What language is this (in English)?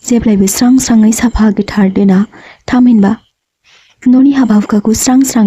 Bodo